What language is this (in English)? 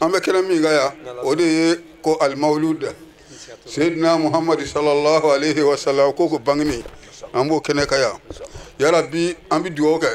Bambara